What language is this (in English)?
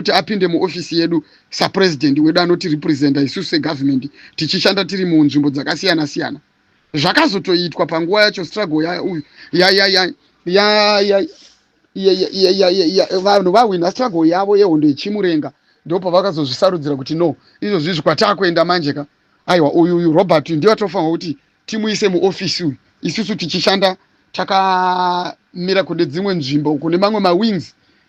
Shona